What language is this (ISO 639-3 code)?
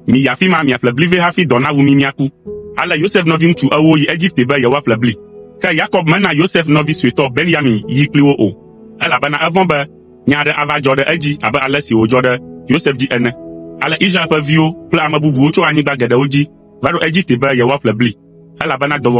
ewe